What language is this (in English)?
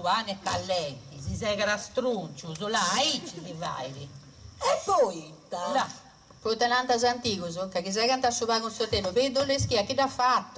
Sardinian